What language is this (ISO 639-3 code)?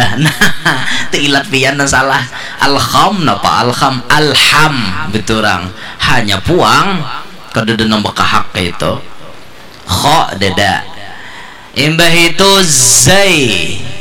bjn